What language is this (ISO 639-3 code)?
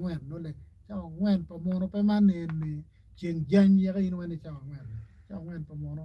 ach